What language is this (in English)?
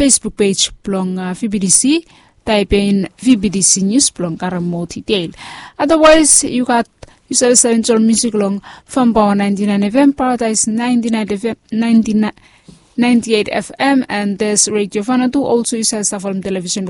Bislama